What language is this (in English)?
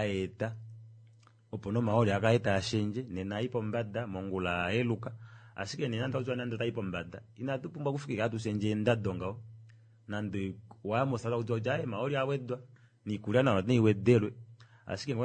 Kuanyama